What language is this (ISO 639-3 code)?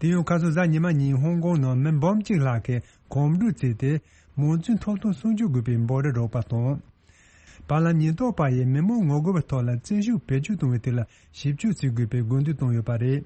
bod